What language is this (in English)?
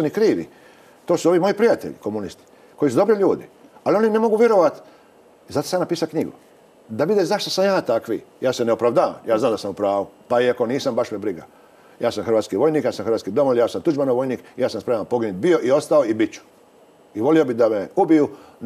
Croatian